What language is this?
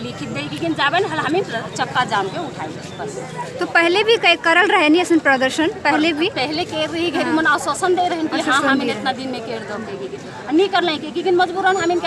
Sadri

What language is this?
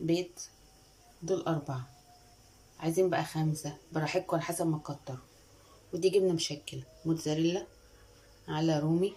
Egyptian Arabic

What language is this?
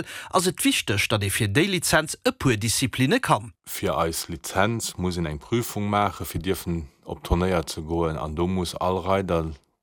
Luxembourgish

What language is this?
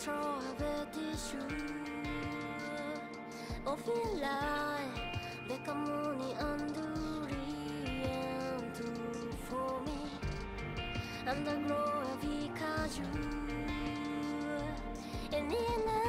Korean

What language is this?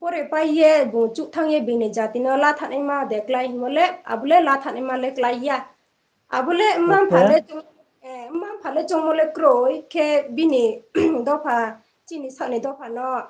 Riang (India)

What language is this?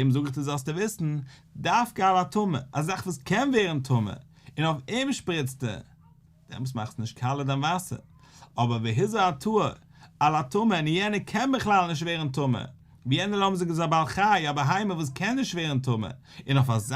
Yiddish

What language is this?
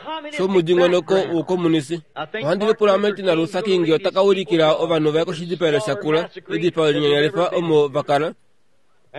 Kuanyama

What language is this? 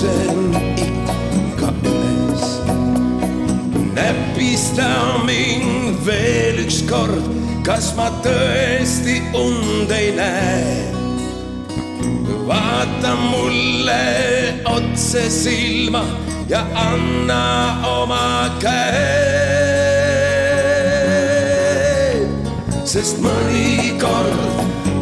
Estonian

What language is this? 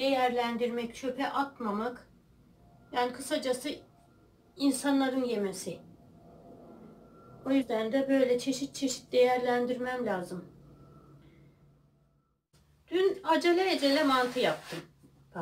Turkish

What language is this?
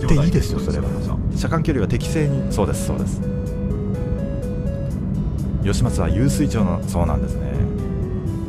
Japanese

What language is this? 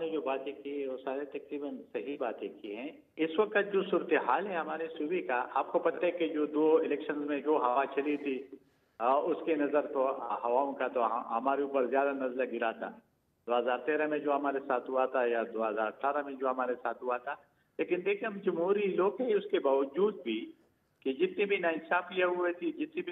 Urdu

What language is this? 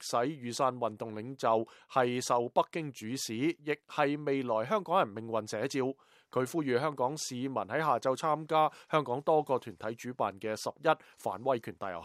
Cantonese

